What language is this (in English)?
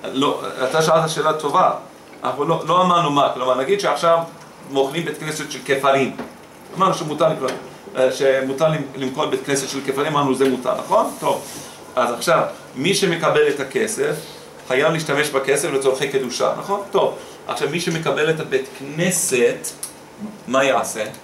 Hebrew